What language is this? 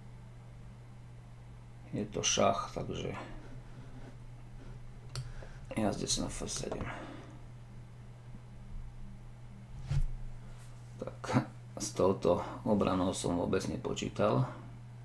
Slovak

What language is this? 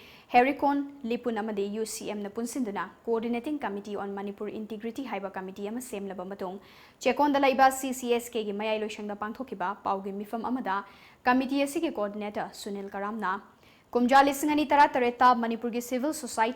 Manipuri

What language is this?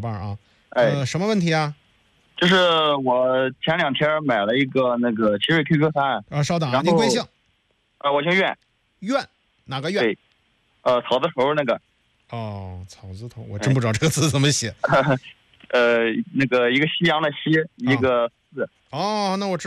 Chinese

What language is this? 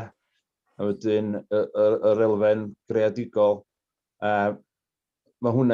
Welsh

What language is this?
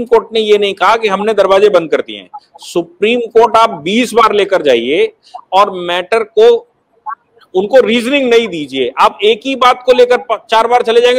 Hindi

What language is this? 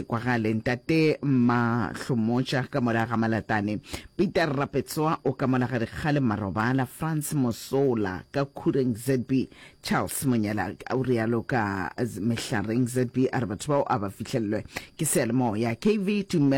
Northern Sotho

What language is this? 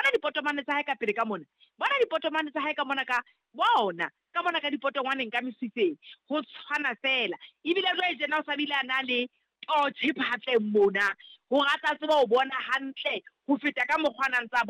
Southern Sotho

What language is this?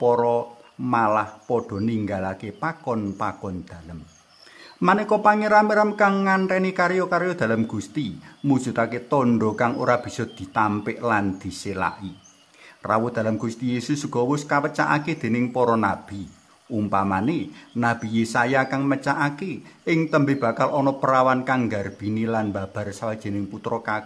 Javanese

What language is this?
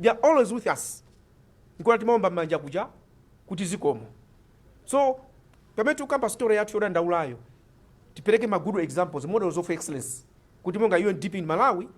Nyanja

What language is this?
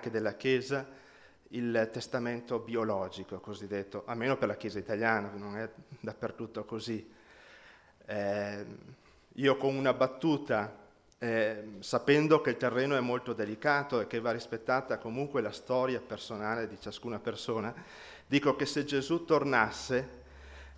Italian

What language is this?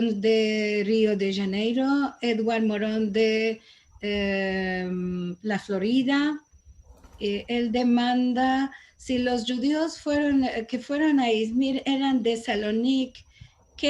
Ladino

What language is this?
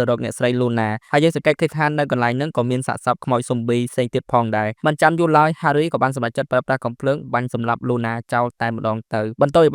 Khmer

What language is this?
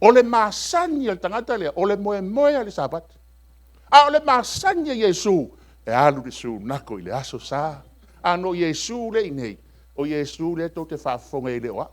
Samoan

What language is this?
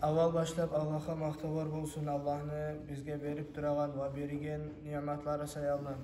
Kumyk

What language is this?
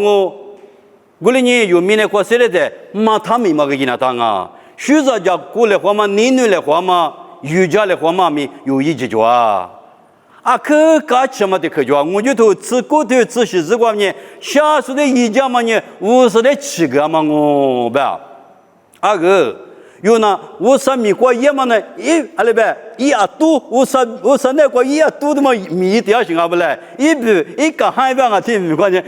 Lisu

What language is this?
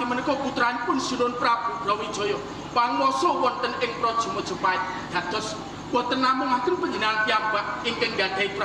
Javanese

